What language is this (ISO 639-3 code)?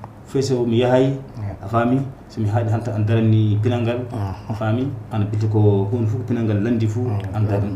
ful